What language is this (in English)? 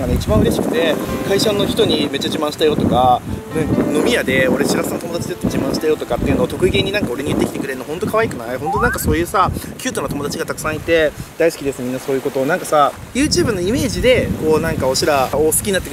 Japanese